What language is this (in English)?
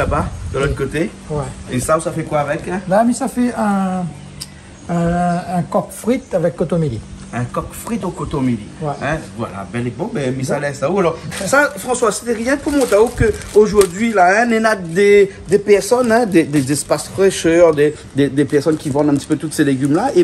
Réunion Creole French